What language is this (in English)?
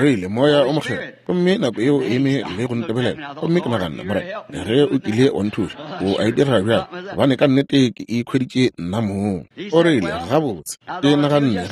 Northern Sotho